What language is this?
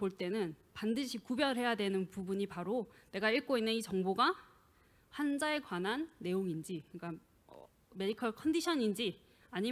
Korean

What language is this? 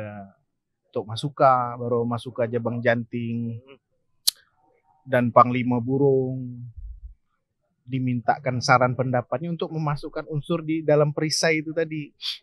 Indonesian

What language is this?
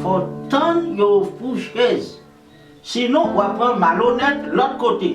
Haitian Creole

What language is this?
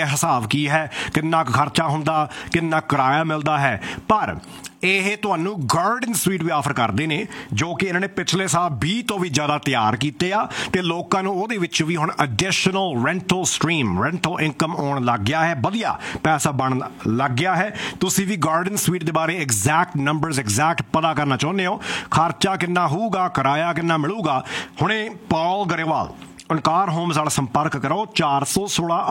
Punjabi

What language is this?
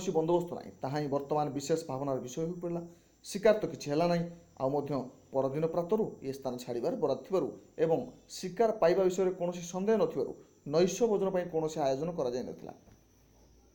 Odia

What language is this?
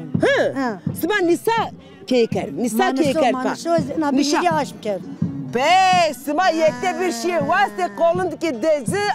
Zaza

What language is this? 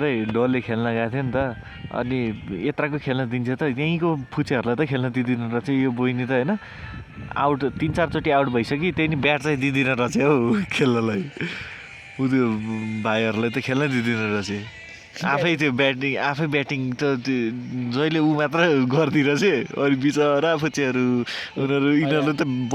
Nepali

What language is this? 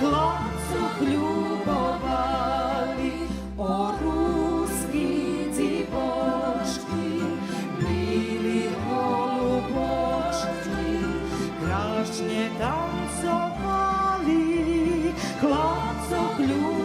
Rusyn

